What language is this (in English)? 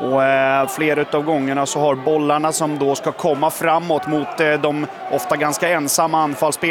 Swedish